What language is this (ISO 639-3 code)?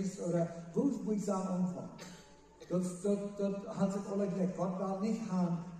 pdt